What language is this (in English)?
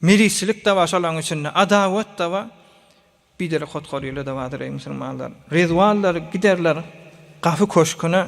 Turkmen